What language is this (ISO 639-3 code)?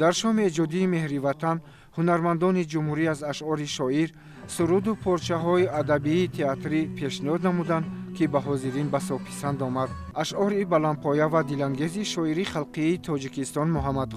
tgk